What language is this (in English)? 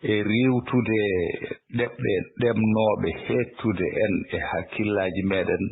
Fula